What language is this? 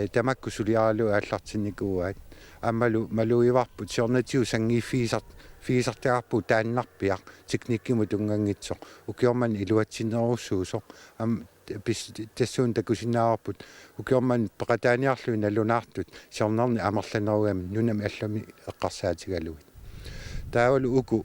Kalaallisut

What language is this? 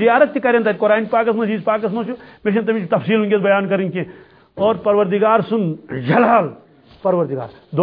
Kashmiri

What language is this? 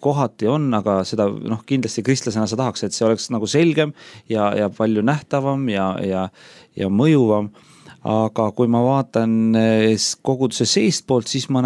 Estonian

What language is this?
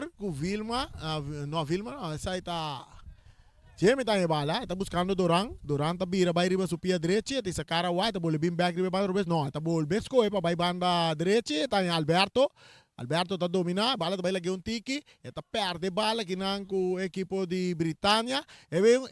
Papiamento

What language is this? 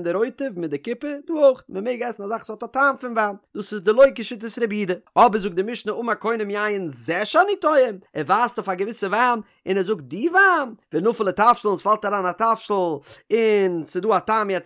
Yiddish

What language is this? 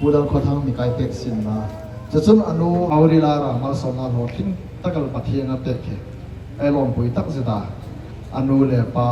Hmar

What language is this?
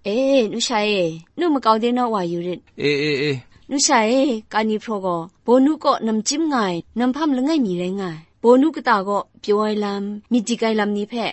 Kachin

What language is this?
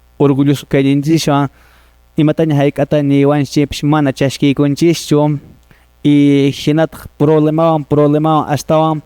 Quechua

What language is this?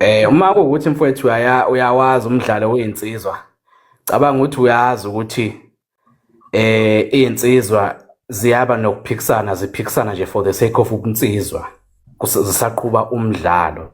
Zulu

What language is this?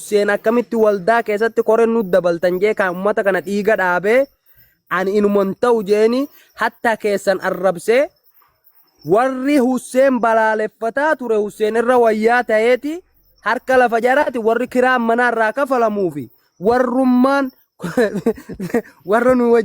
Oromo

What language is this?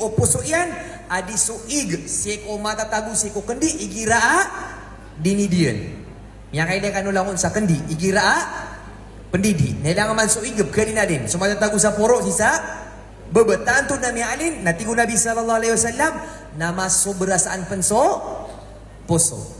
Maranao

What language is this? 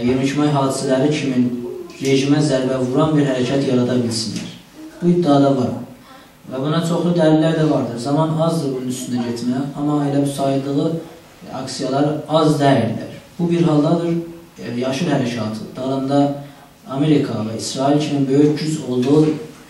South Azerbaijani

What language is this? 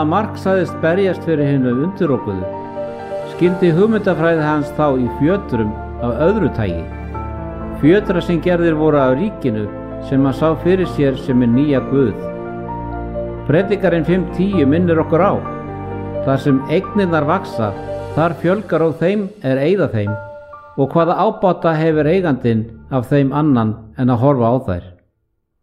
Icelandic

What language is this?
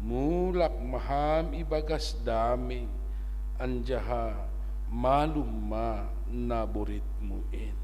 Batak Simalungun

